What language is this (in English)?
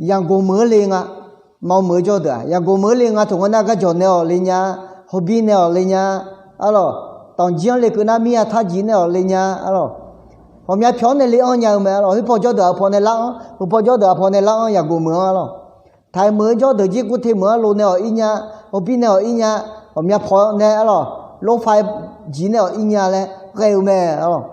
Akha